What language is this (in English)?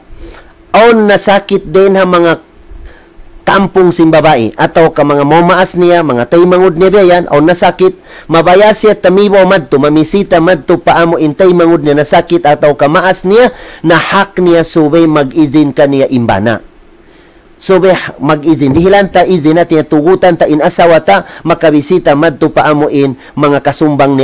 Tausug